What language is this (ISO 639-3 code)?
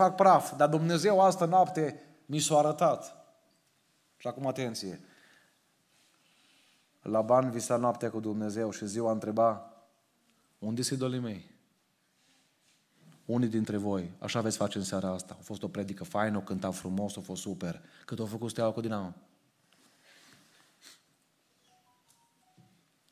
ron